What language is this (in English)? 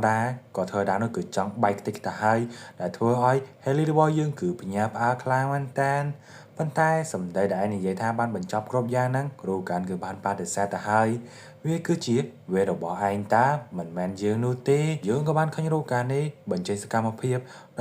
Khmer